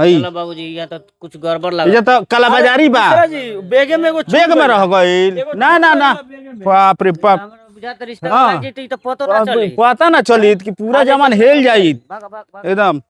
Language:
Bhojpuri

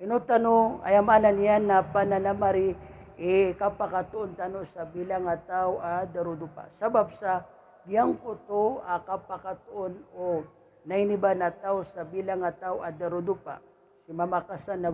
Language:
Maranao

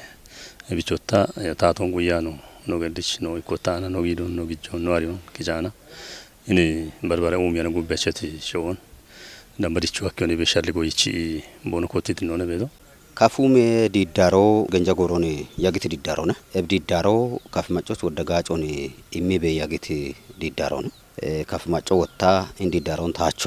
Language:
Kafa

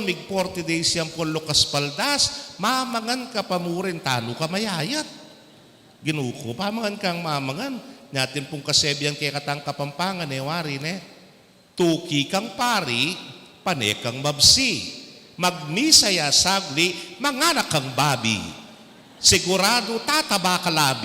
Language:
Pampanga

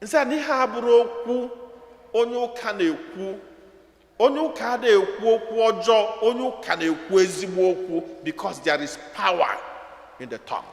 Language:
Igbo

